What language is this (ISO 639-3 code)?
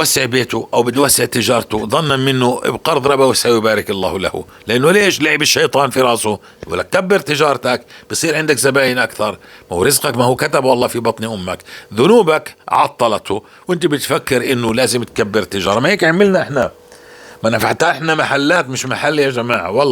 apc